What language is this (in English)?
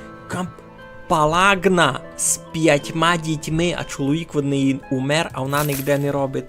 Rusyn